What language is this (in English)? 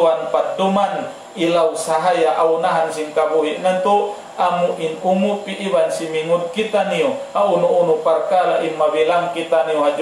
Tausug